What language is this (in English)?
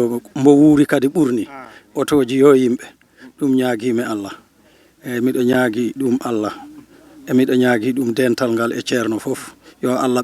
Fula